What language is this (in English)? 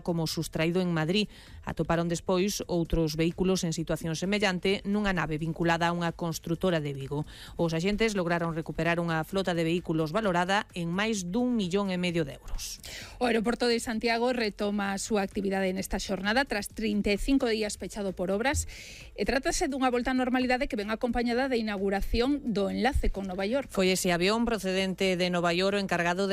Galician